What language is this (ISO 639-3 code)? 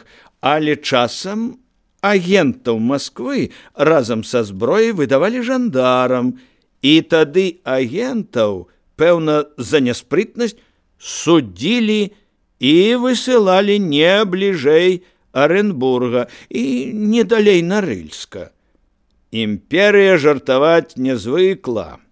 bel